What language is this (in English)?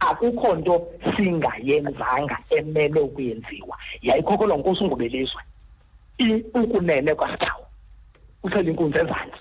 Xhosa